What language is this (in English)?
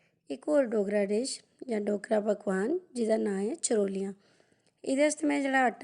Dogri